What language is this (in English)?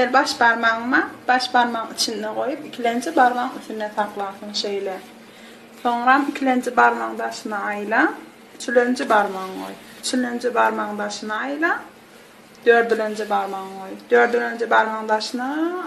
Turkmen